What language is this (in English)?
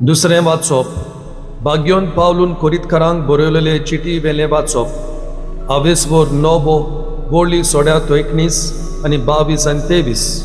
Konkani